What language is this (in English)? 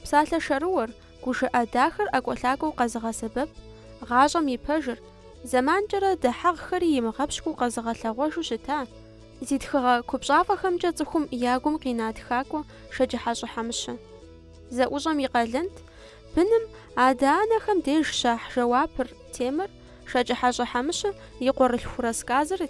Kabardian